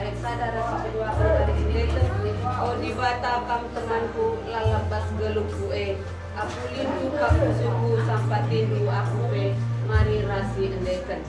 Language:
Batak Karo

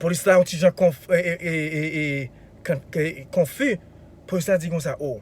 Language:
Haitian Creole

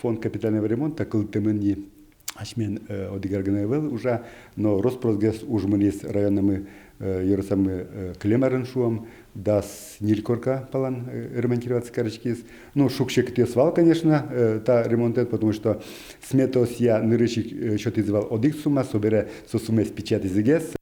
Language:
Udmurt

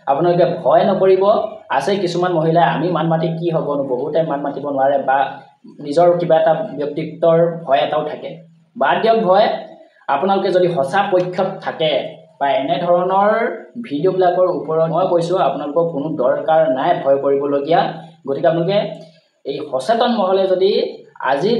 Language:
Assamese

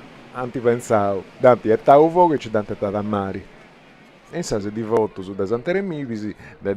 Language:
Sardinian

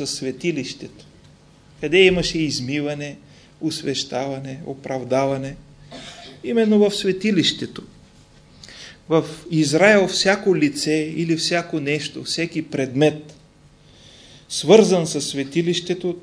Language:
Bulgarian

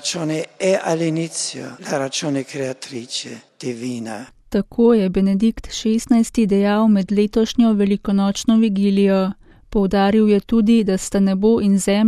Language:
Slovenian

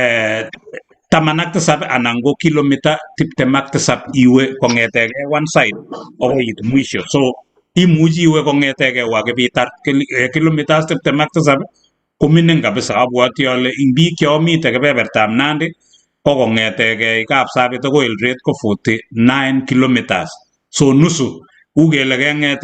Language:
Kalenjin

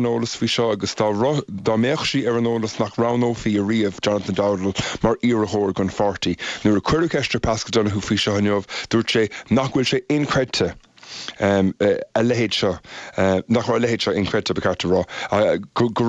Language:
Irish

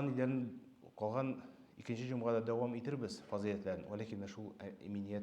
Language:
Tatar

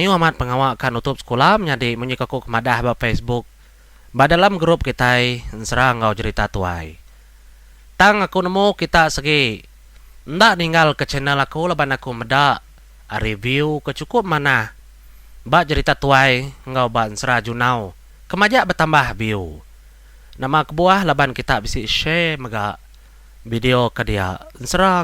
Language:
Iban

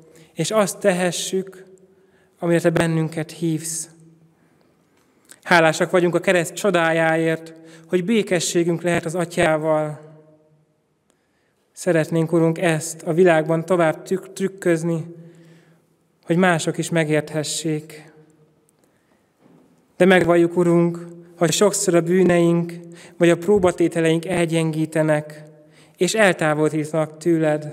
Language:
Hungarian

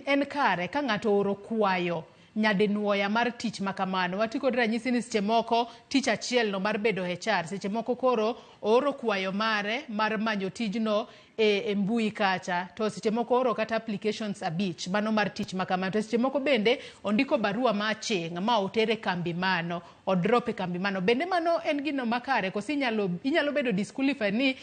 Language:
Luo (Kenya and Tanzania)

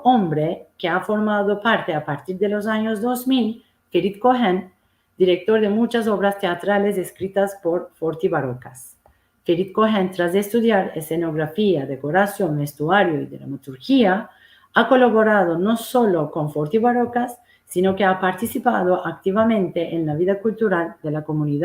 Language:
Ladino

